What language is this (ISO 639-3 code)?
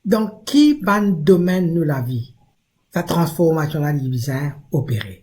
mfe